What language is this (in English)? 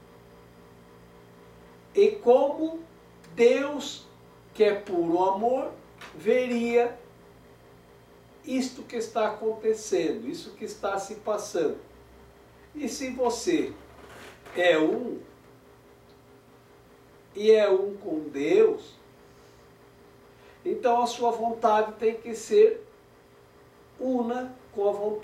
Portuguese